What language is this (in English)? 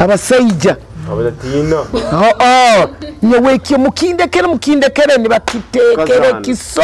Nyoro